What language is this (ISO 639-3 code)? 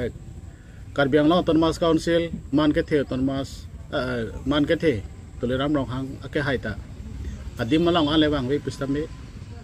mjw